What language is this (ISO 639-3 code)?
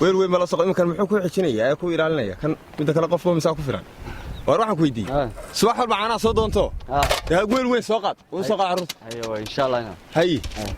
som